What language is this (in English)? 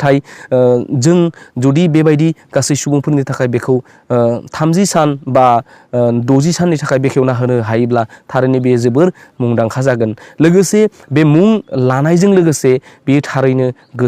Bodo